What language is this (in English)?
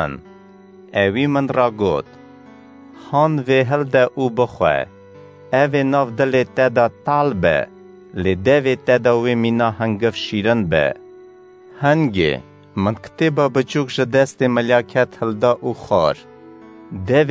Kurdish